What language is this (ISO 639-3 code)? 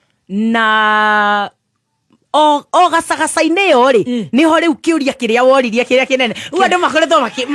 kik